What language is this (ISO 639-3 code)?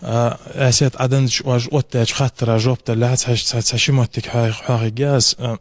inh